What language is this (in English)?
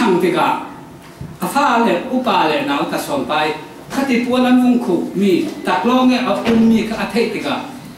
Falam Chin